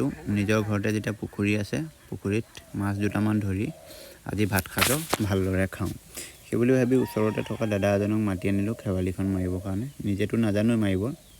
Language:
Assamese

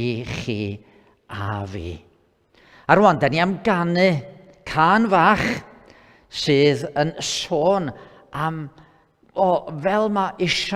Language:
Welsh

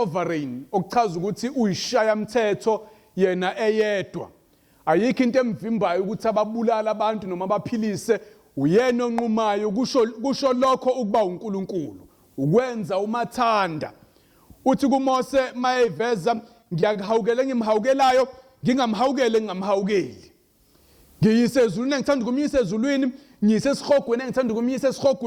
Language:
Zulu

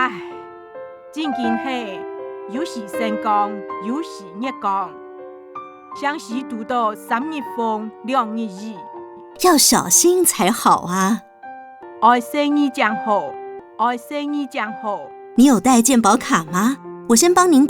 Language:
Hakka Chinese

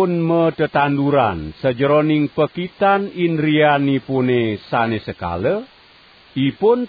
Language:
Balinese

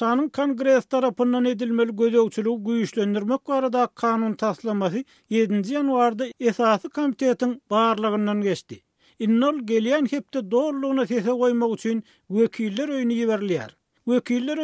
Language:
Turkmen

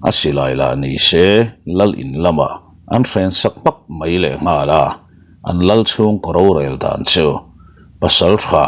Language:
Mizo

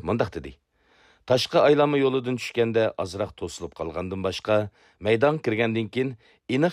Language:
Uyghur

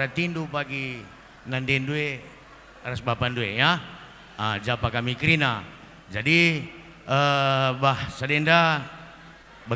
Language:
Batak Karo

